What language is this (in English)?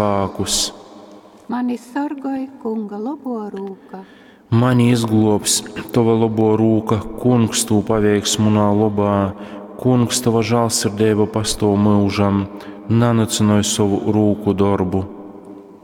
Latgalian